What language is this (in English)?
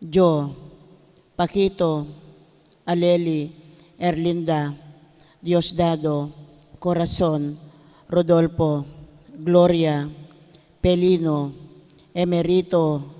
Pampanga